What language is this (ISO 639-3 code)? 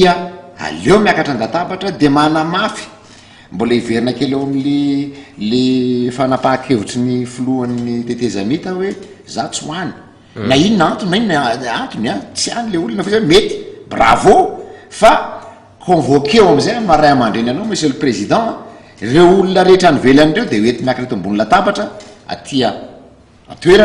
mlg